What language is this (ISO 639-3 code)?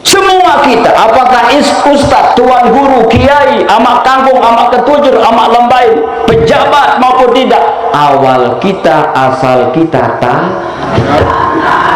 sas